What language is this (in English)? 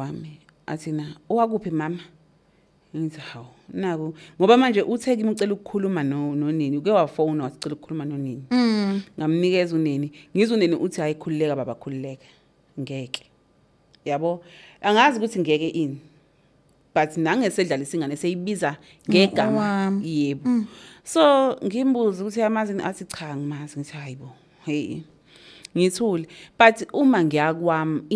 Zulu